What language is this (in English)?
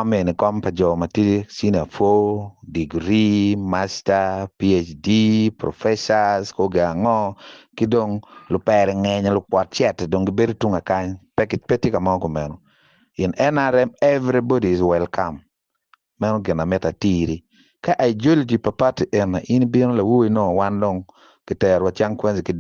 Acoli